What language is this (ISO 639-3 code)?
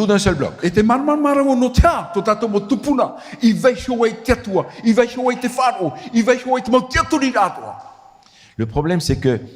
tah